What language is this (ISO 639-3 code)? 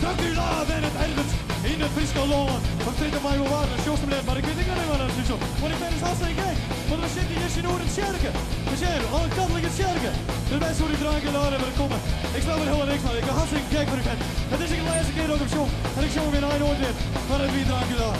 fry